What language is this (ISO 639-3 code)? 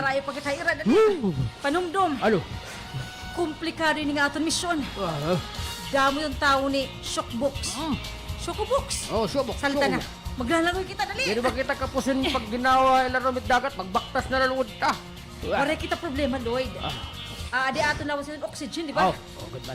war